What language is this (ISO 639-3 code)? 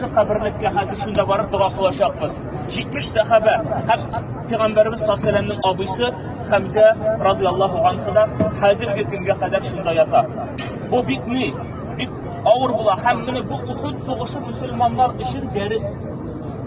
tat